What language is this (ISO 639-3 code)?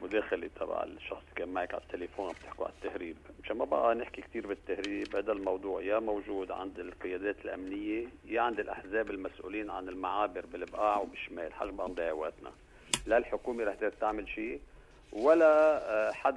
apc